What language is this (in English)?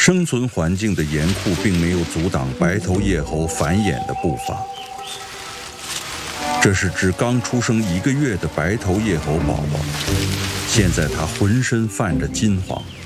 Chinese